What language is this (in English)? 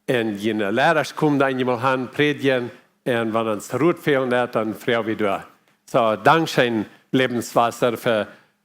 Plautdietsch